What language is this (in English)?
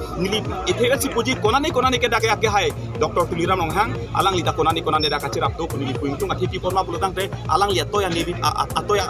Karbi